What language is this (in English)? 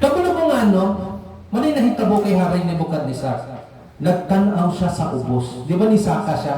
Cebuano